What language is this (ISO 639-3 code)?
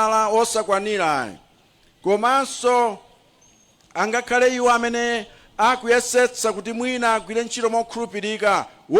nya